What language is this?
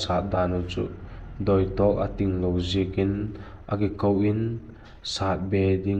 Vaiphei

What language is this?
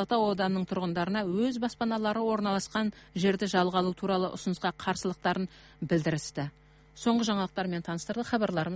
Kyrgyz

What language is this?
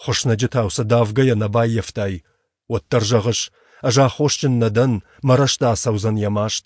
Ossetic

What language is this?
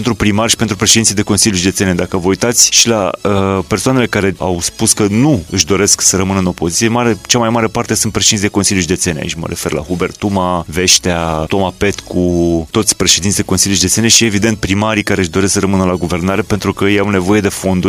Romanian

